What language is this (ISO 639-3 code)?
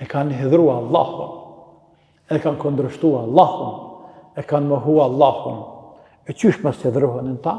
sqi